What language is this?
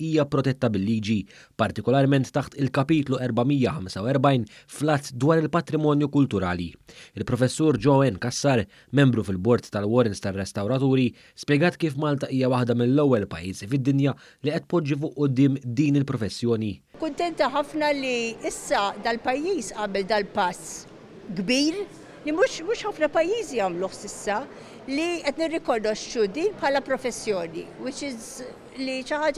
Maltese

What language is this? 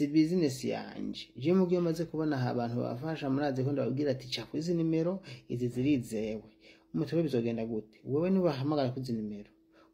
Rundi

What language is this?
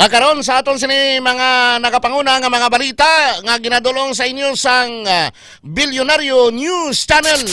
Hiligaynon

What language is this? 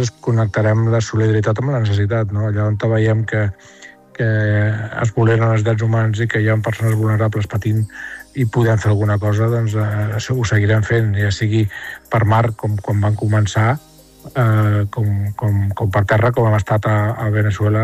Catalan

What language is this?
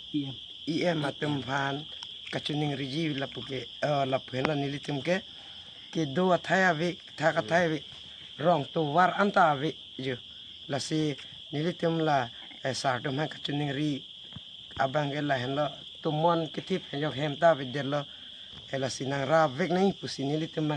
Karbi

